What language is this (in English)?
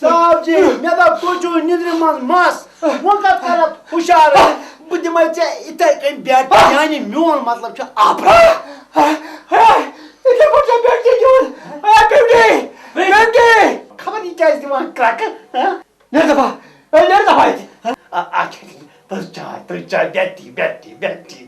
Kashmiri